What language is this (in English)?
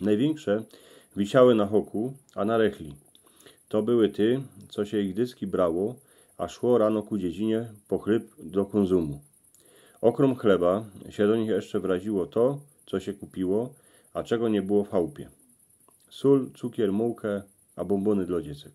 Silesian